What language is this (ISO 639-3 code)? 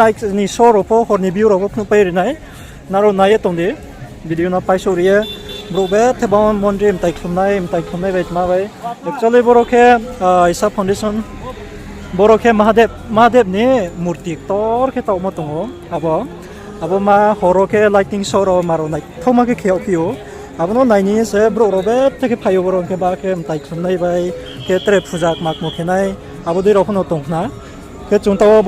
ria